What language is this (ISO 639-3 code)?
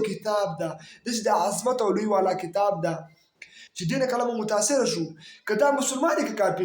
pus